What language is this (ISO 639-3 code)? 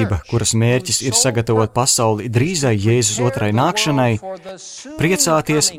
lav